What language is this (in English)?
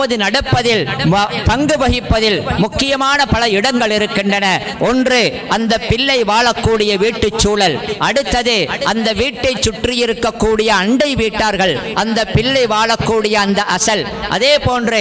Tamil